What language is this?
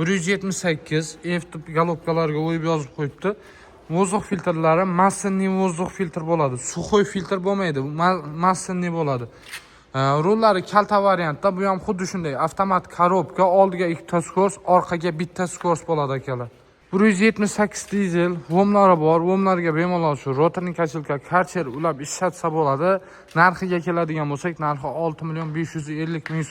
Uzbek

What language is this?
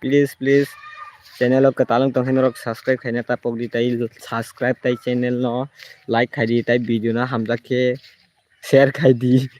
Kok Borok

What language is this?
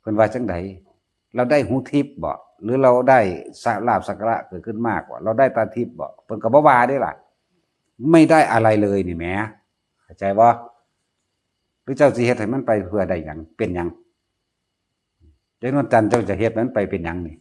Northeastern Thai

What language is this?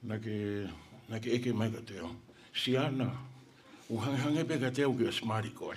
Tongan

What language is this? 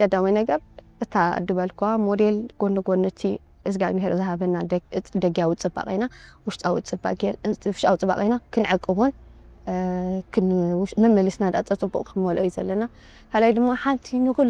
Tigrinya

